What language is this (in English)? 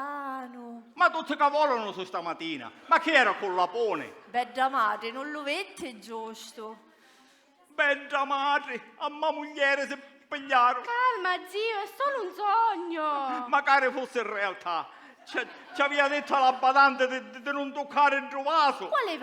Sicilian